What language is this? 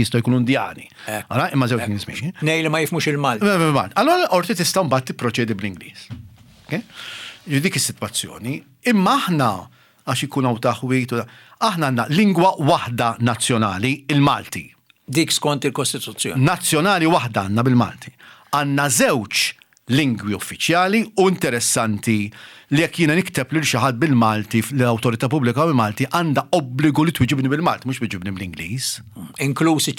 Maltese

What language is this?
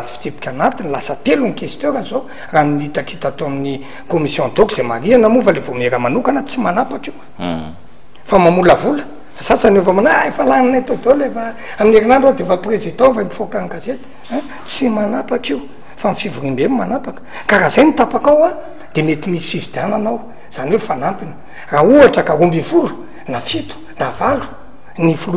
Malagasy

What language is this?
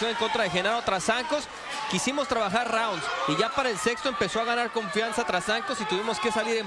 Spanish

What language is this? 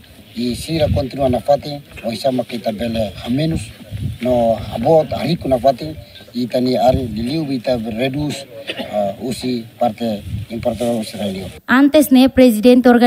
Tetum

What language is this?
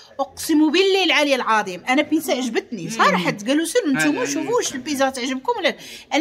Moroccan Arabic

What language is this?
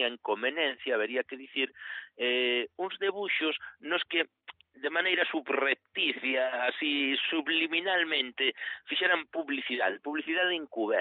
Galician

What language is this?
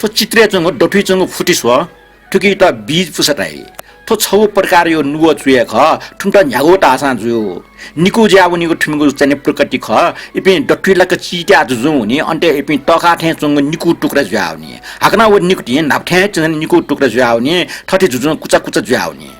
Newari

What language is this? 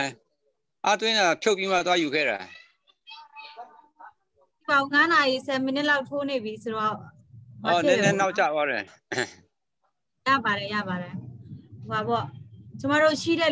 Burmese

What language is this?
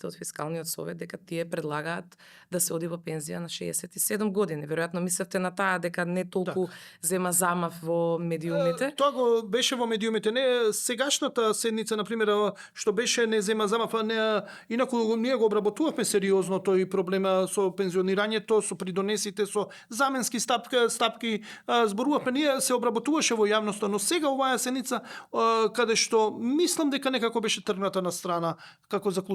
Macedonian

